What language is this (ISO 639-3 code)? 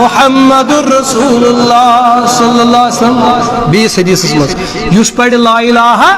kas